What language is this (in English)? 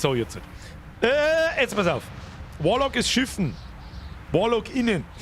Bavarian